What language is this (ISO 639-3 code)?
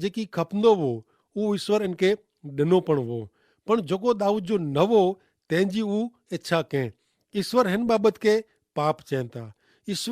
kfr